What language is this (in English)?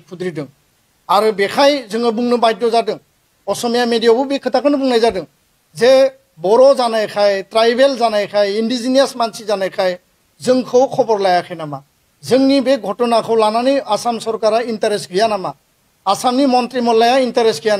Bodo